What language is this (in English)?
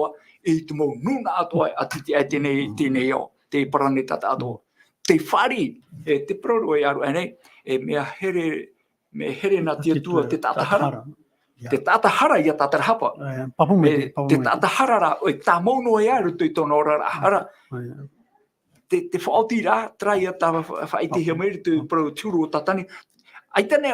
Tahitian